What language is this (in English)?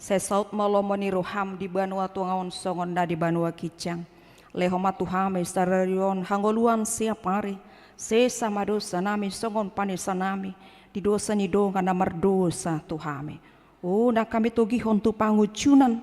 Batak Toba